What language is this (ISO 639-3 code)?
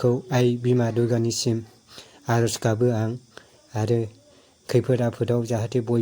brx